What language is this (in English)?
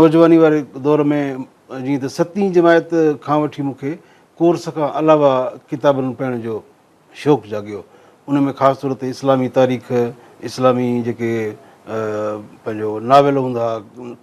Sindhi